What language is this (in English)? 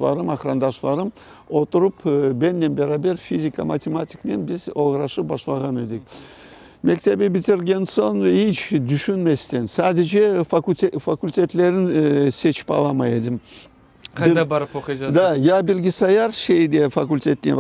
Crimean Tatar